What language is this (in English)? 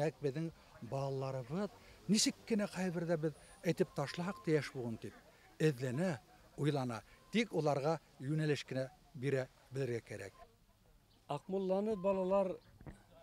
Bashkir